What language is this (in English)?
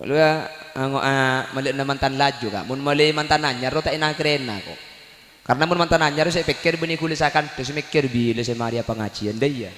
Madurese